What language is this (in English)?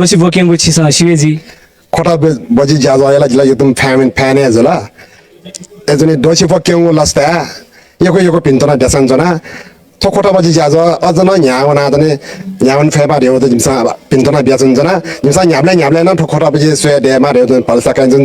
Newari